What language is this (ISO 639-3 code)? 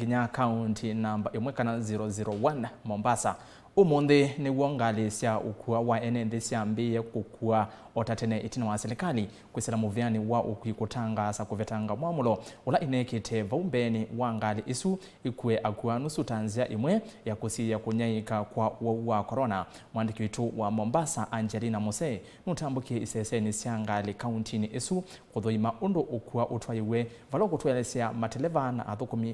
kam